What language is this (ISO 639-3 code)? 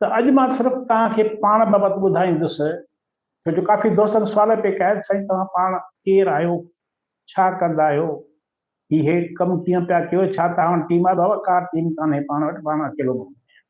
snd